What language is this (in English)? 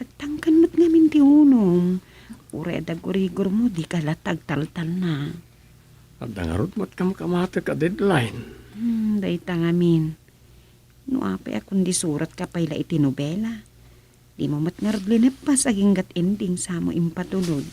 Iloko